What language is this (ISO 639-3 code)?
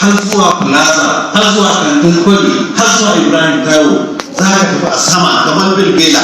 hau